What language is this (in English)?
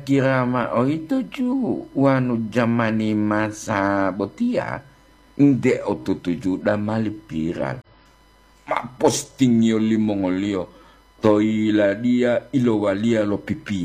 Gorontalo